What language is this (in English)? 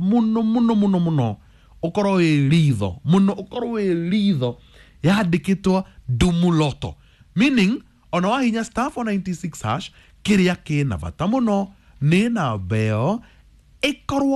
Kikuyu